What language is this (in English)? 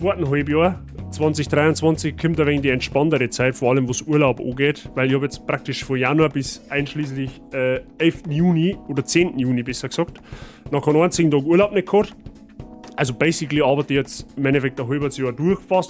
Bavarian